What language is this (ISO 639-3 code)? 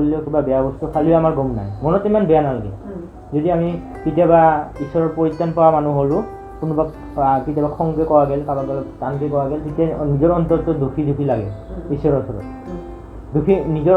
asm